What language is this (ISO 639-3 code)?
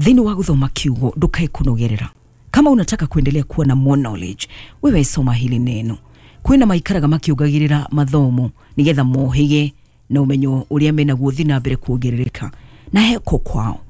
kik